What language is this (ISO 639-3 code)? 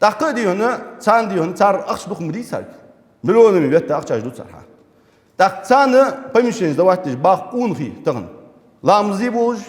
inh